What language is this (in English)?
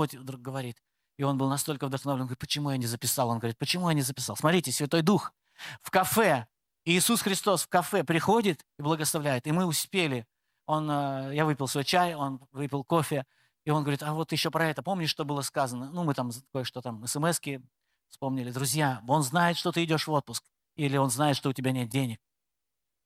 Russian